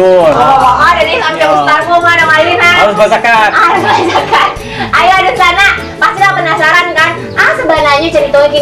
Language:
Minangkabau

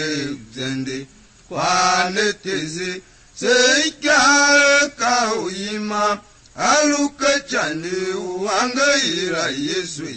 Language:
Tiv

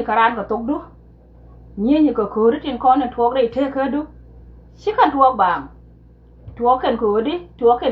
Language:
Nuer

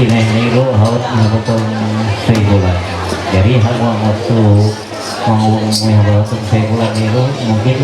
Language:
Ma'anyan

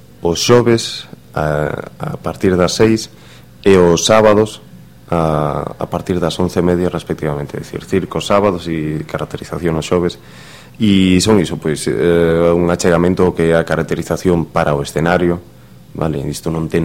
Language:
Galician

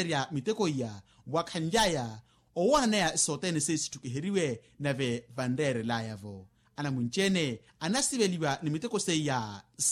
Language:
Makhuwa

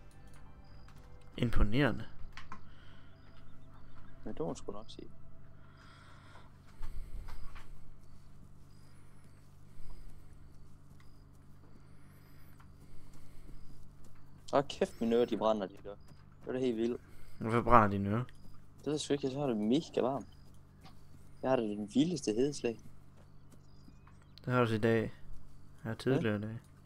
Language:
Danish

